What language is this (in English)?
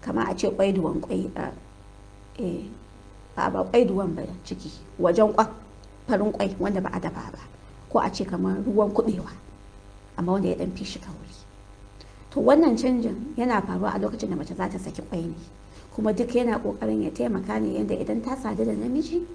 Hausa